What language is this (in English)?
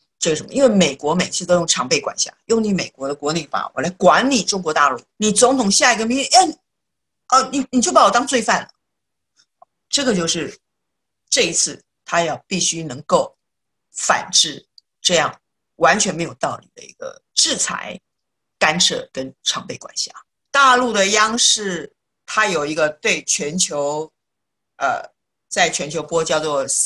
Chinese